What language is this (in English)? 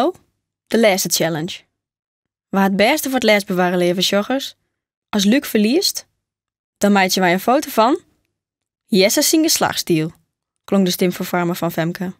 Western Frisian